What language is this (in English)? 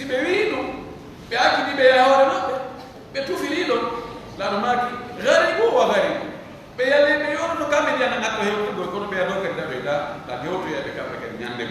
Pular